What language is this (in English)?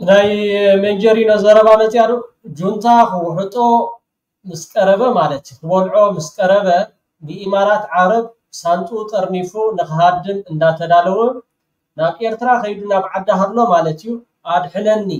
Tigrinya